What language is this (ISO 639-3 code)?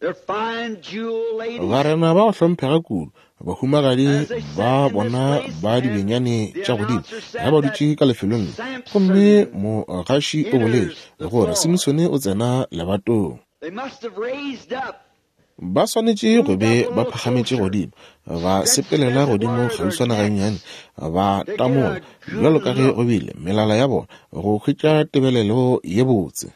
nso